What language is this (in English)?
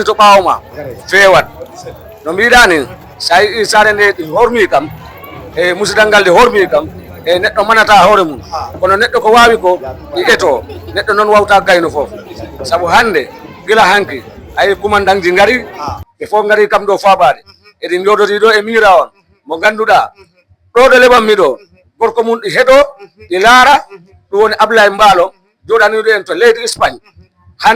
Fula